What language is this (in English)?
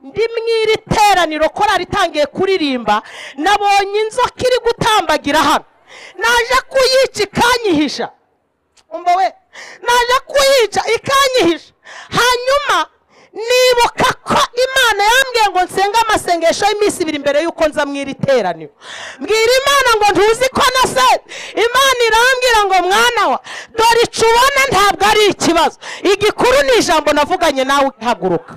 Kinyarwanda